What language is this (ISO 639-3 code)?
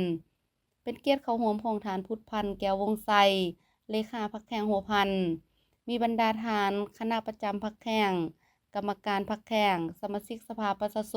lao